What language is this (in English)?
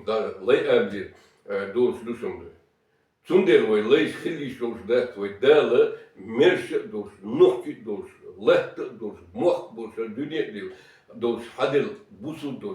Chechen